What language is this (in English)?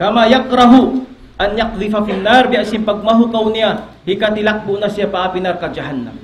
Tausug